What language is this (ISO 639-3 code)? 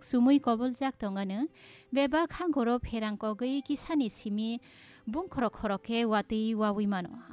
trp